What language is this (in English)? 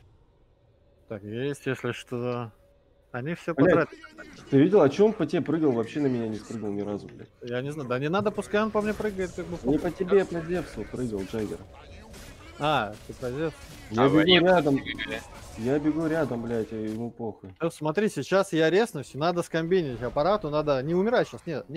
Russian